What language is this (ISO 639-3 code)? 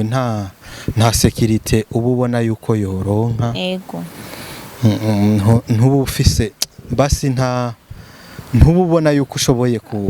run